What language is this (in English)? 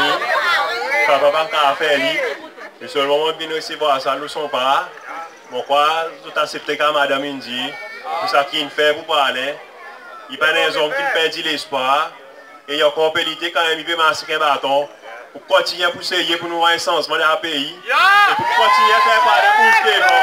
Seselwa Creole French